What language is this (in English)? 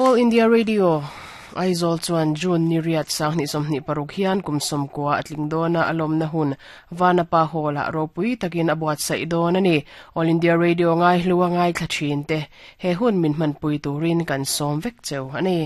Mizo